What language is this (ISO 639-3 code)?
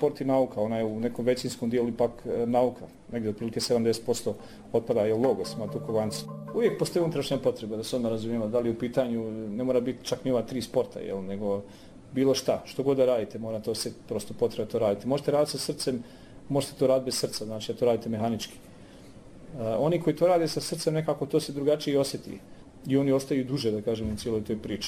bos